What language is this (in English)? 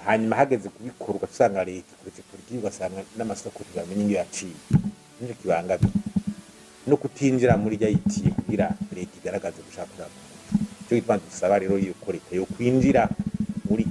Rundi